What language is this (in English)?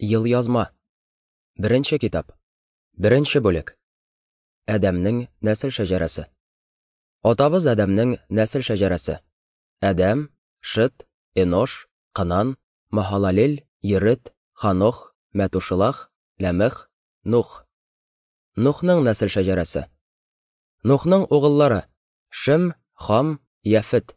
Tatar